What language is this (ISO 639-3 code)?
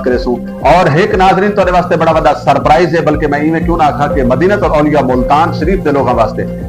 skr